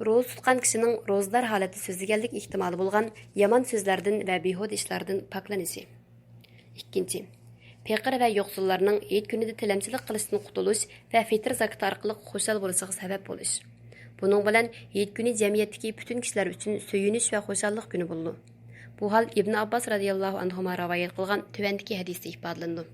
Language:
Uyghur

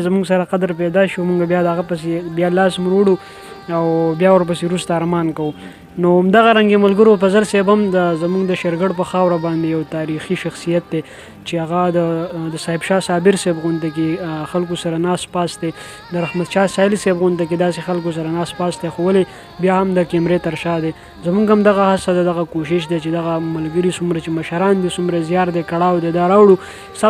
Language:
Pashto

